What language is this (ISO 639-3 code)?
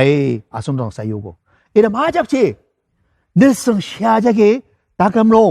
njo